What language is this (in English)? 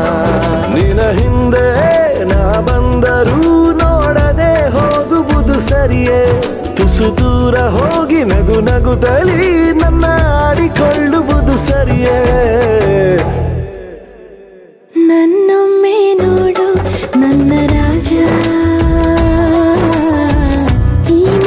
Kannada